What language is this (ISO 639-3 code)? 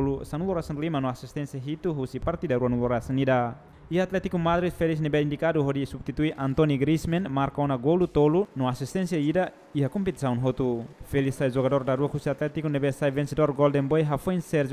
tet